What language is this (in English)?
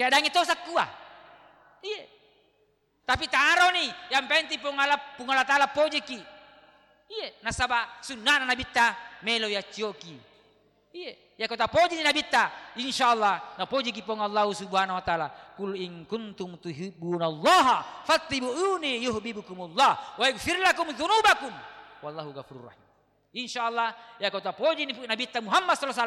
Buginese